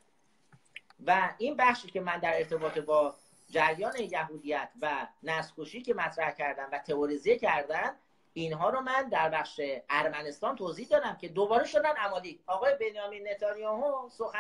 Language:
Persian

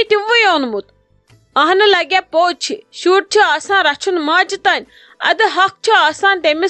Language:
Kashmiri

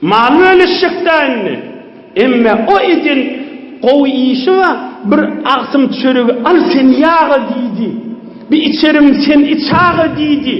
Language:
Turkmen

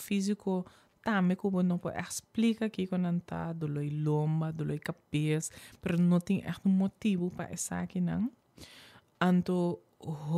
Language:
Papiamento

